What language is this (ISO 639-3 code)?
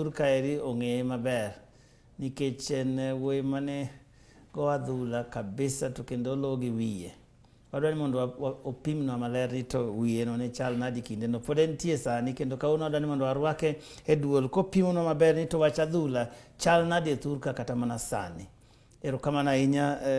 luo